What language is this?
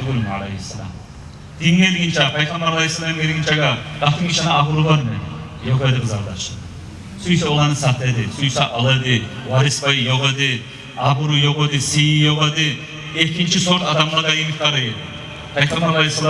Kumyk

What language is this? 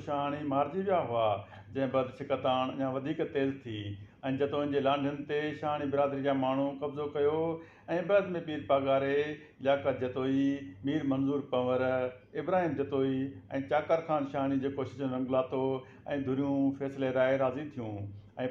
Sindhi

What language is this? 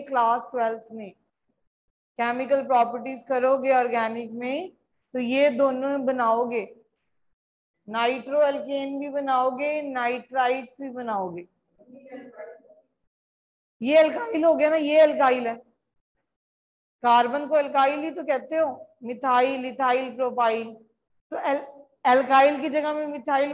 Hindi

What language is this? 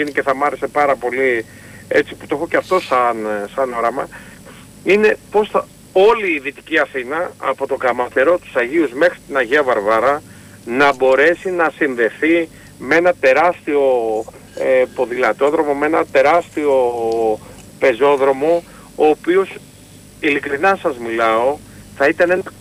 Greek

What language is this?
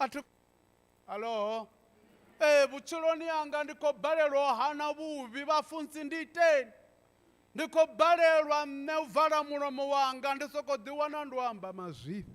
Venda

